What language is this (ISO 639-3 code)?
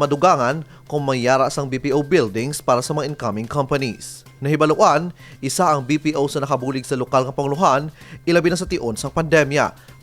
hil